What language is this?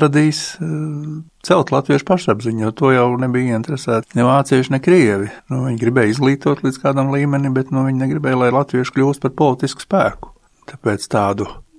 Latvian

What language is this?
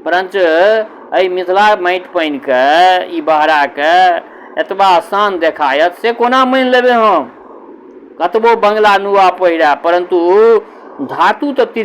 Maithili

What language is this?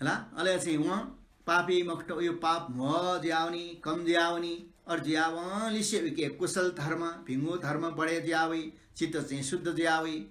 Newari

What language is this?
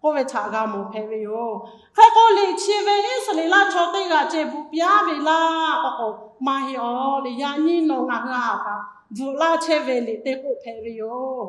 Lahu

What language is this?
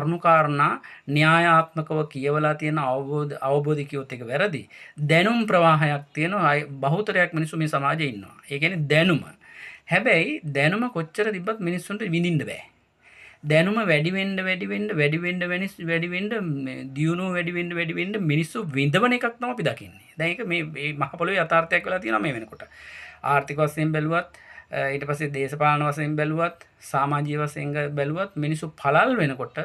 Sinhala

